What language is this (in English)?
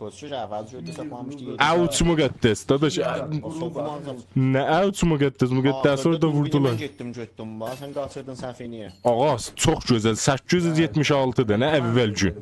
South Azerbaijani